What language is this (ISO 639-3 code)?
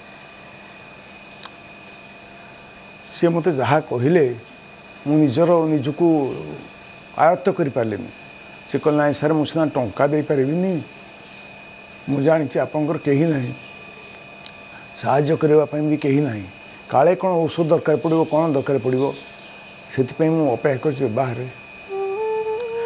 ori